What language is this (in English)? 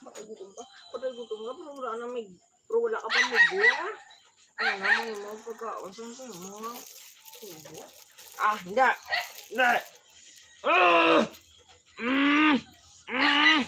Hiligaynon